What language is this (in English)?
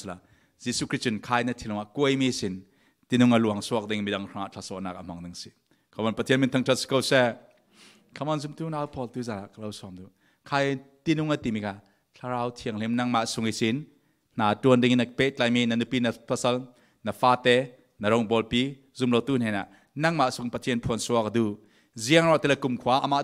Falam Chin